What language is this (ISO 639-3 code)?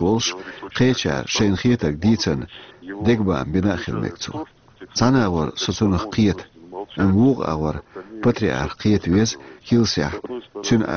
che